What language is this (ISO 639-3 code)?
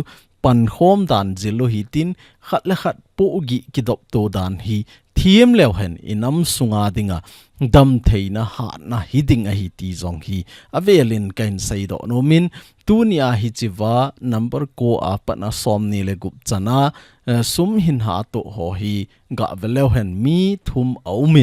tcz